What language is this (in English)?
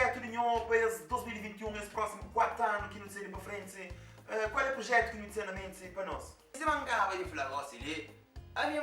Kabuverdianu